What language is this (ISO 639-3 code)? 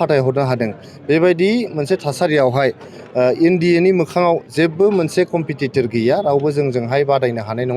brx